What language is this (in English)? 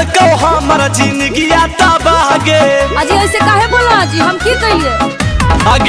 Magahi